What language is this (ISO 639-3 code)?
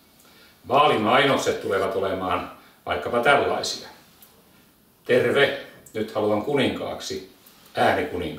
fin